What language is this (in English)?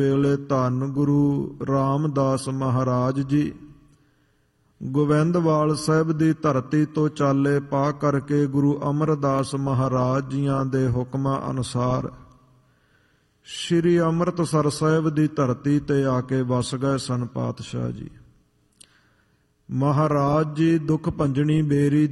Punjabi